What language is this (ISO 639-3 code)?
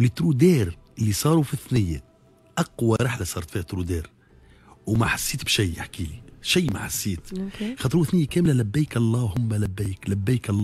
aeb